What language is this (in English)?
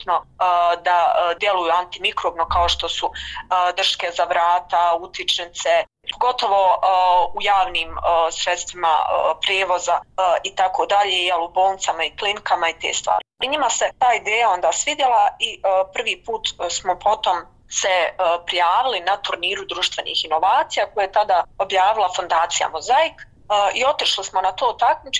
Bosnian